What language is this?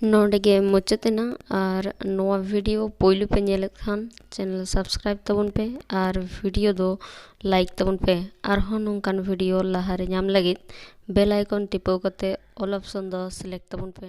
Santali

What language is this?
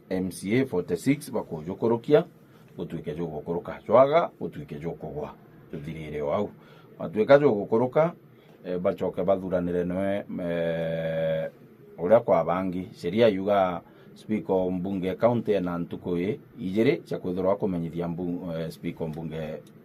Meru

